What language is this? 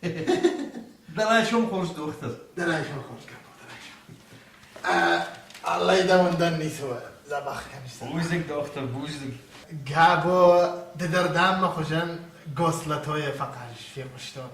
Ossetic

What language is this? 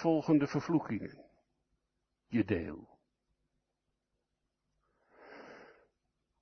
Dutch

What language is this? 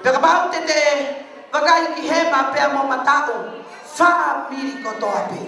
Tongan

